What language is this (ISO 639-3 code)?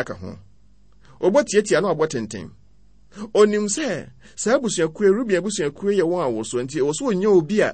aka